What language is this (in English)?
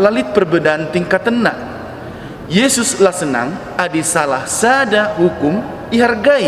Batak Karo